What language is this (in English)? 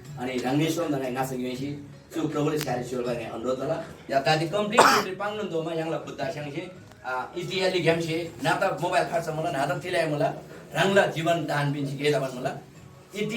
Eastern Tamang